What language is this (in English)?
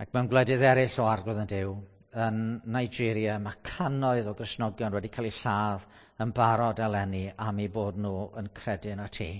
Welsh